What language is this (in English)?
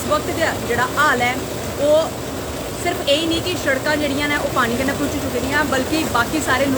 Dogri